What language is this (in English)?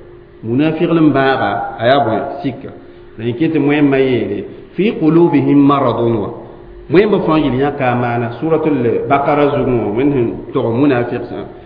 Mossi